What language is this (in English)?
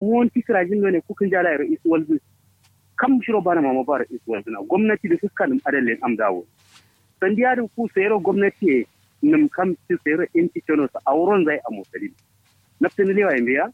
Kanuri